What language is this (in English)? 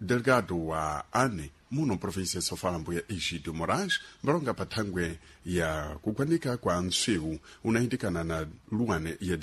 Sena